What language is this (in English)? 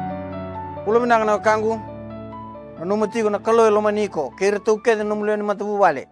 Fijian